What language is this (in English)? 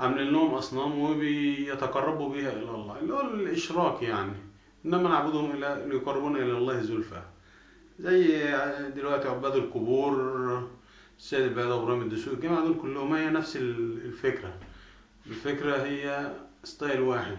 Egyptian Arabic